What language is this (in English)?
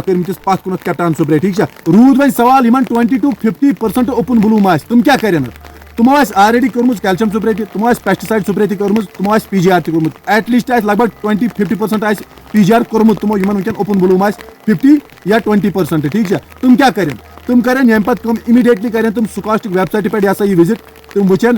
Kashmiri